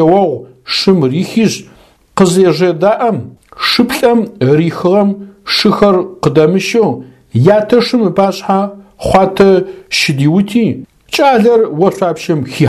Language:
Adyghe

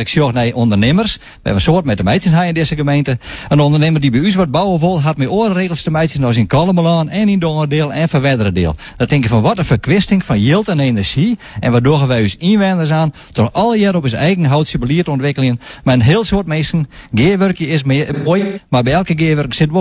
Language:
Western Frisian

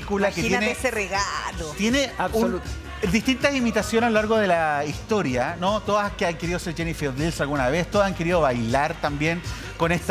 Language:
Spanish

